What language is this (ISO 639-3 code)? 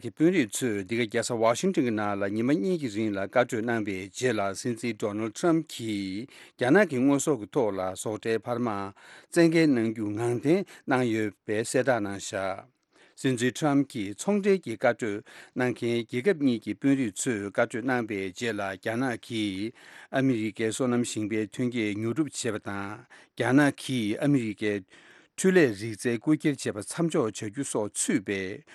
bod